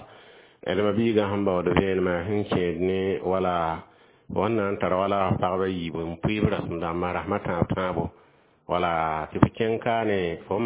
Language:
Mossi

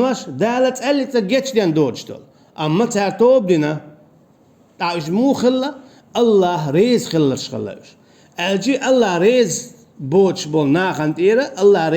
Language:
Chechen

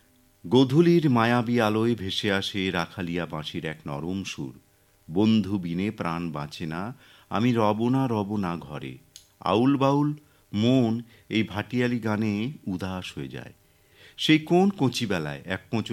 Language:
Bangla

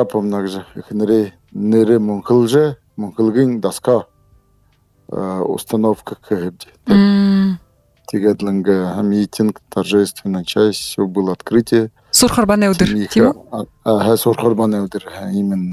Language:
Buriat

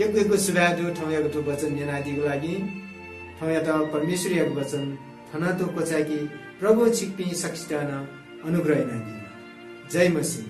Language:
Newari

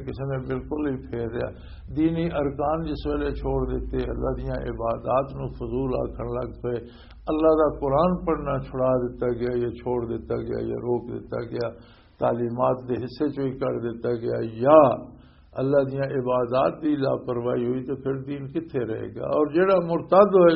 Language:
Western Panjabi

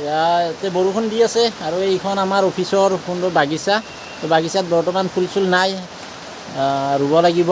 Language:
Assamese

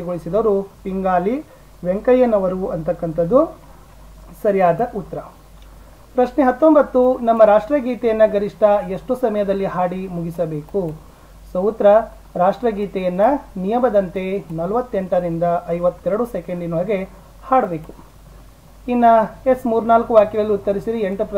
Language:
Kannada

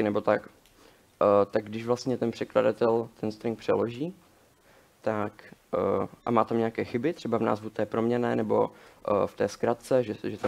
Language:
Czech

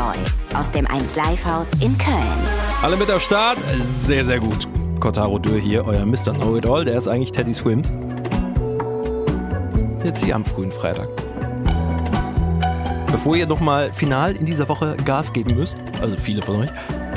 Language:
German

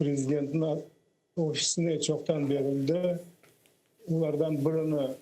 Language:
Crimean Tatar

